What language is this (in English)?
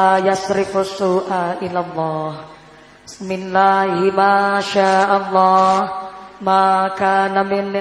Javanese